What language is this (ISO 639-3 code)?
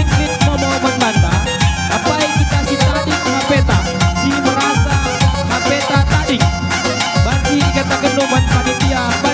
btx